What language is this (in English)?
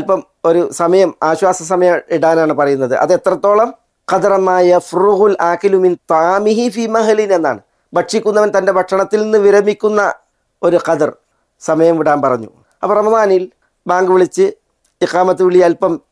Malayalam